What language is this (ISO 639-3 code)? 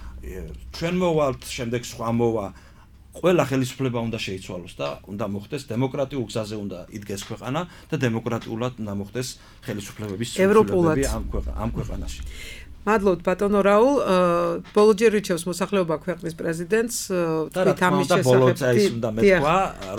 kat